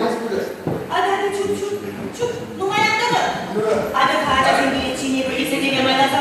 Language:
Chuvash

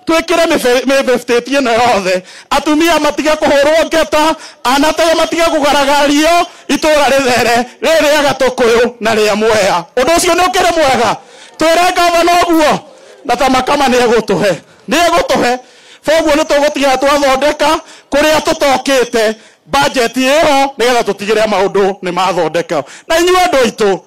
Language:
Kikuyu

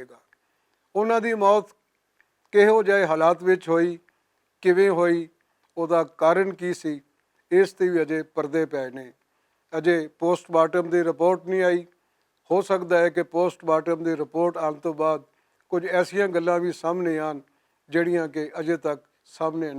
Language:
Western Panjabi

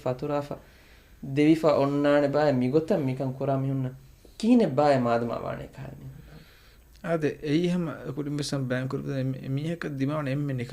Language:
Divehi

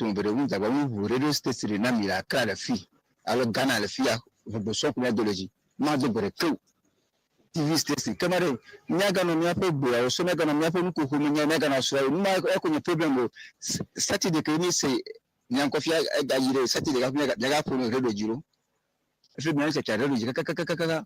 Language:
Ewe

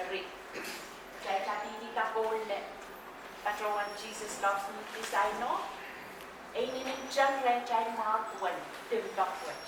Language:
Pohnpeian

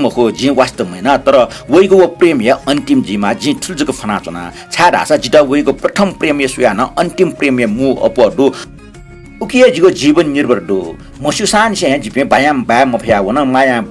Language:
Newari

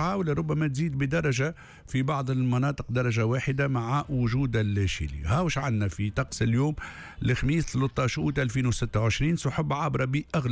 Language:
Tunisian Arabic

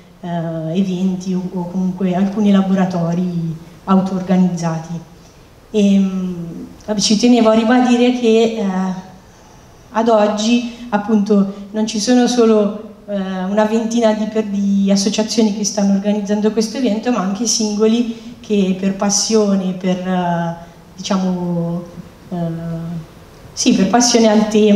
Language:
Italian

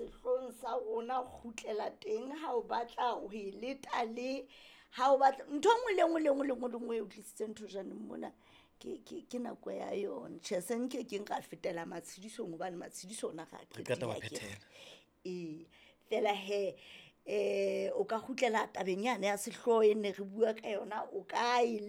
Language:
Southern Sotho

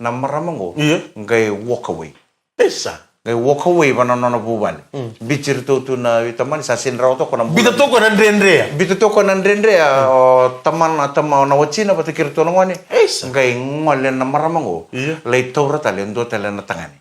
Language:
Fijian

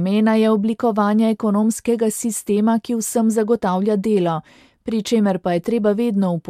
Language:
Slovenian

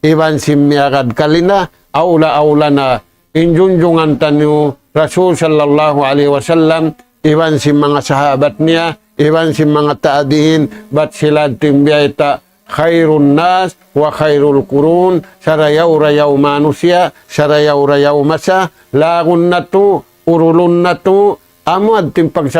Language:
Tausug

